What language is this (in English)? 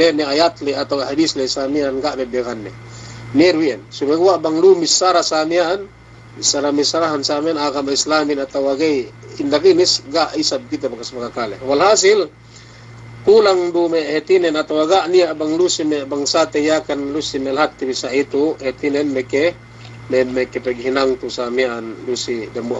Yakan